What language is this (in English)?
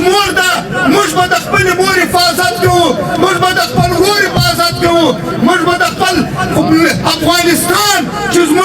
Pashto